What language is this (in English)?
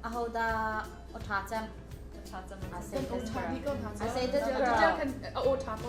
Hakha Chin